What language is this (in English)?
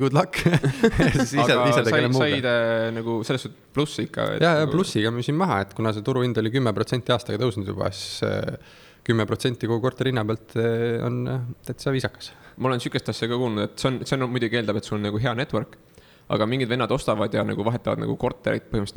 Estonian